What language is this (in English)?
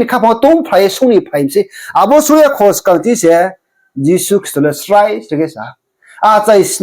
Riang (India)